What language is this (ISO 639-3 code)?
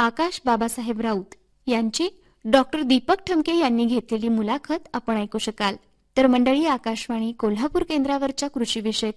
mar